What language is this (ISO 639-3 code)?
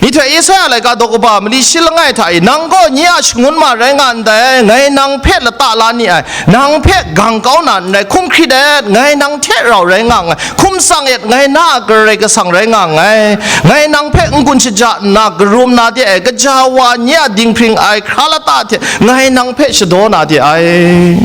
kac